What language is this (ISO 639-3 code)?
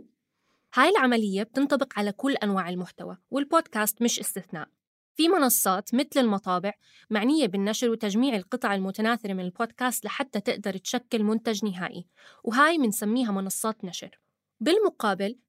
apc